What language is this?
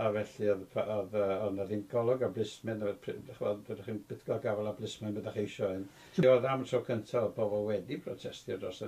Welsh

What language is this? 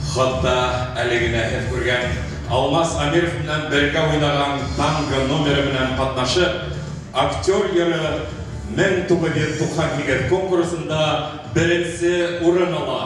Bashkir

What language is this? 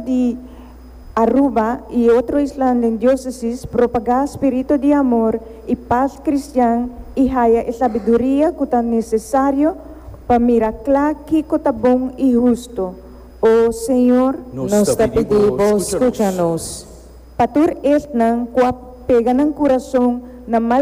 Papiamento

